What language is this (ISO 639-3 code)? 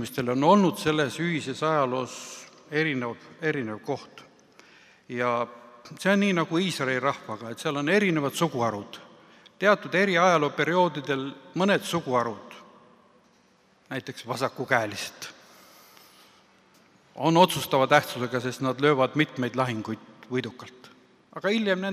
est